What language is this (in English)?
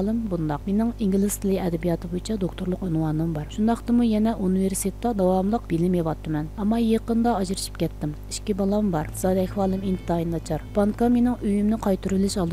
Uyghur